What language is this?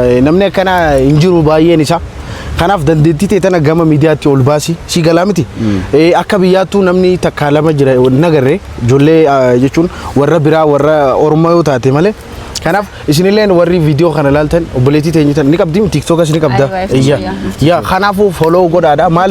Oromo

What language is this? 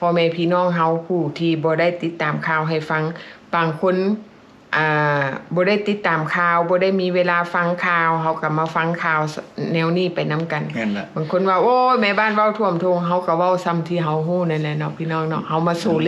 Lao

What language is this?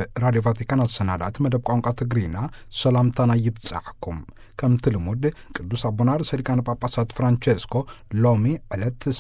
Tigrinya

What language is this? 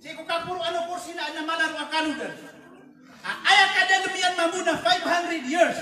Maranao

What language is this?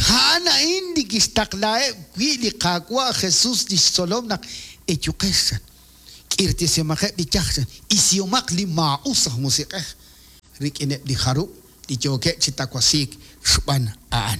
Kekchí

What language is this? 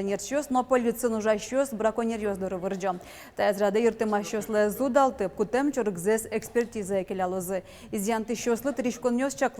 Udmurt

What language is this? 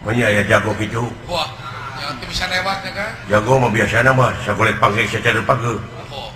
Sundanese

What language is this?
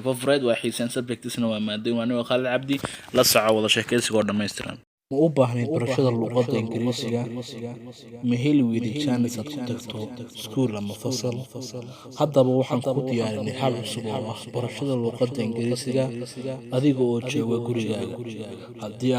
Somali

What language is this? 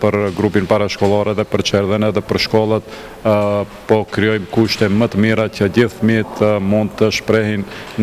Albanian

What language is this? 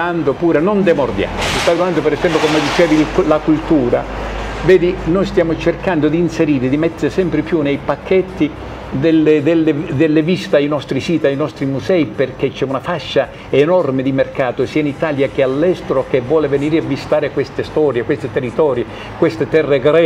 Italian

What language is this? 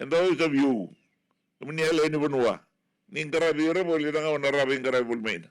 Fijian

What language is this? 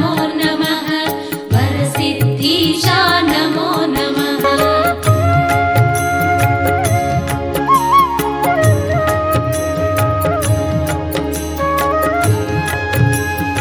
Telugu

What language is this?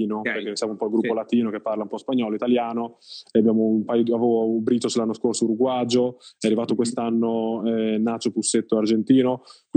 Italian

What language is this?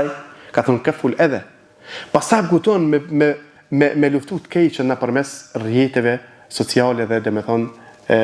Albanian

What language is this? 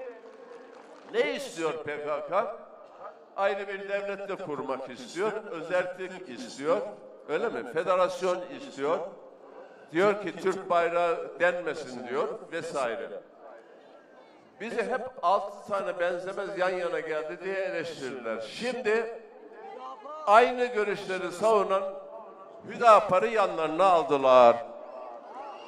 Turkish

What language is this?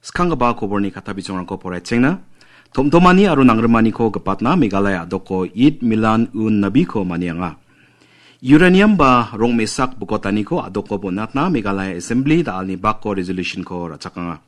Garo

